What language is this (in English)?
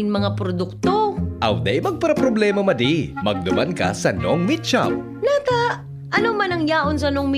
Bikol